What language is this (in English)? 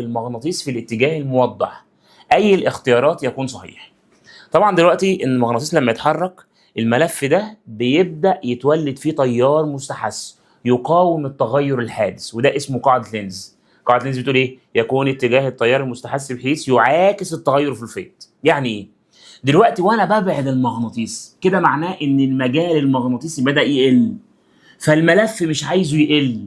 Egyptian Arabic